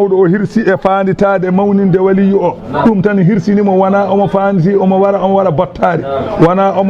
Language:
Fula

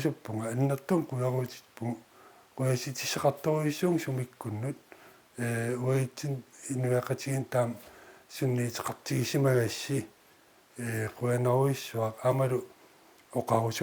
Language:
Kalaallisut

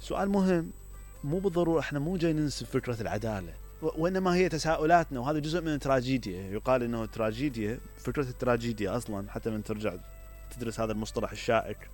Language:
Mesopotamian Arabic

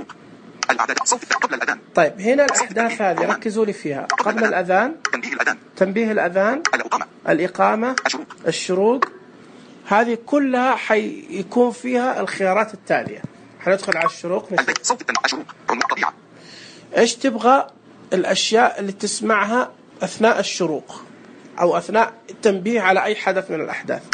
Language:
Najdi Arabic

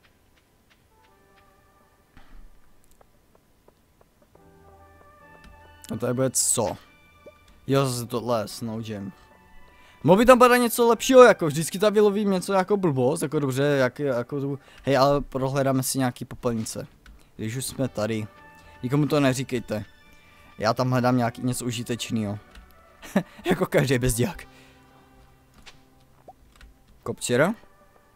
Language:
Czech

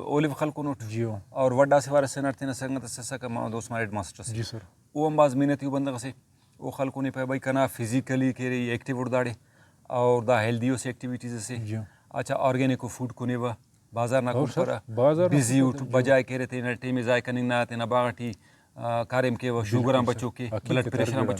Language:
Brahui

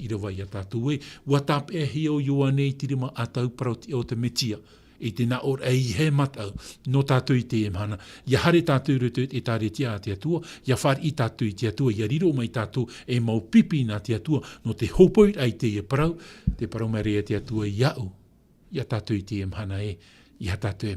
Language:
Tahitian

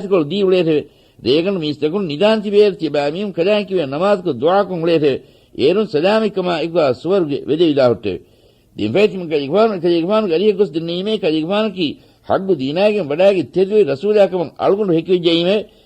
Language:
Divehi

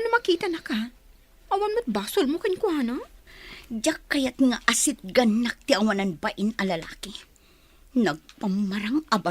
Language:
Iloko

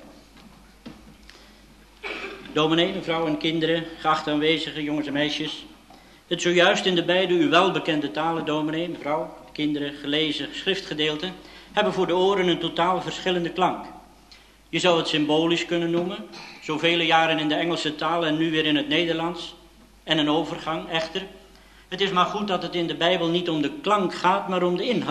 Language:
Dutch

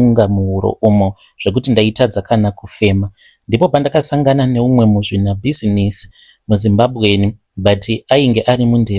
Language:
Shona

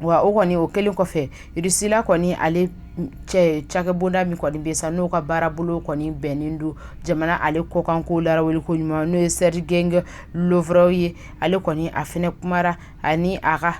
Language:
Bambara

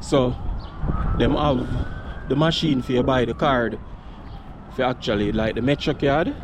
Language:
Jamaican Creole English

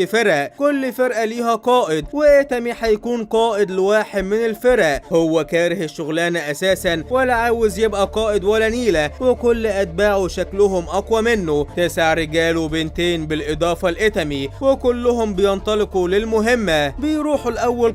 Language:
Egyptian Arabic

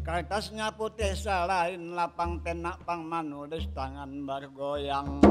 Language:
Banjar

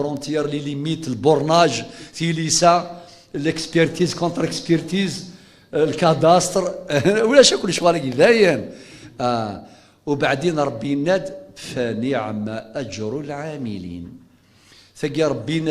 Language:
Kabyle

